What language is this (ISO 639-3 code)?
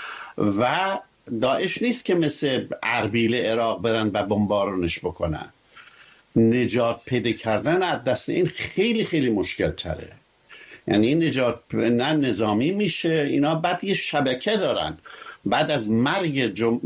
fas